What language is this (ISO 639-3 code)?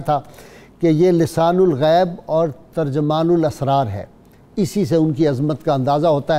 urd